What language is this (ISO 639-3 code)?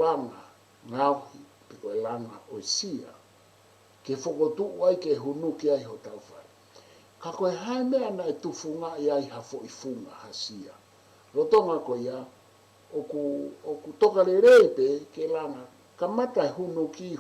ton